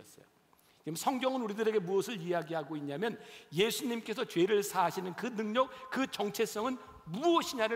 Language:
Korean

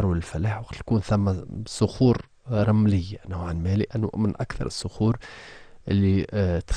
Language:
Tunisian Arabic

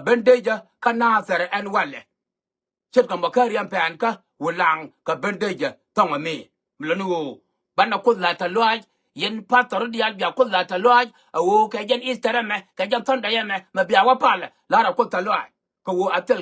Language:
Nuer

